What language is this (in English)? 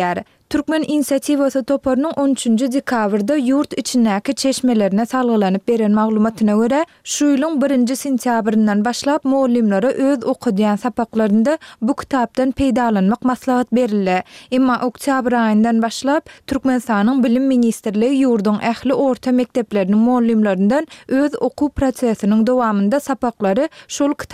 Turkmen